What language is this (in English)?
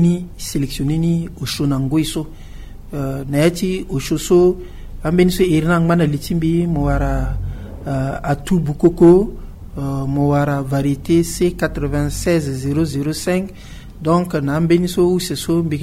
Sango